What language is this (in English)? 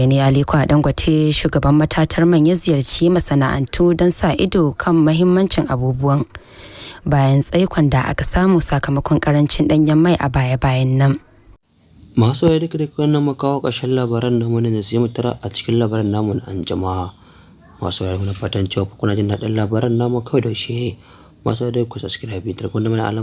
Hausa